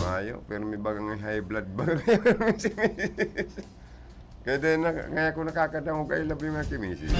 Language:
Bikol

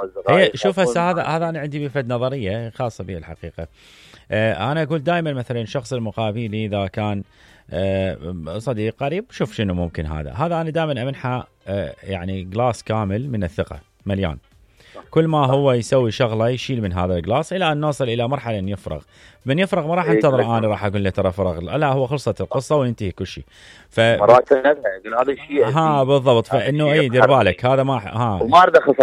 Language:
Mesopotamian Arabic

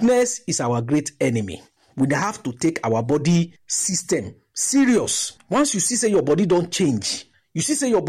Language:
Nigerian Pidgin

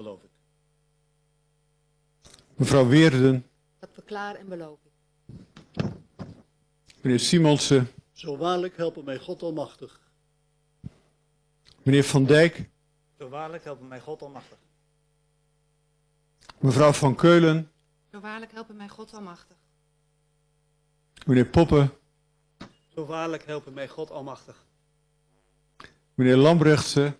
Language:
Dutch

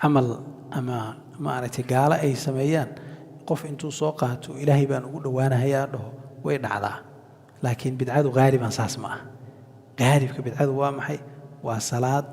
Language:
Somali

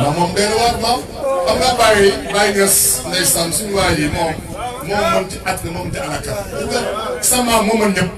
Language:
Wolof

